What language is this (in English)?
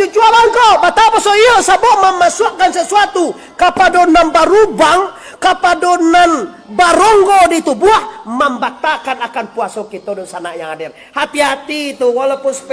Minangkabau